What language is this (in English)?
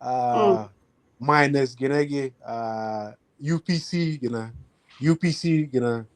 Acoli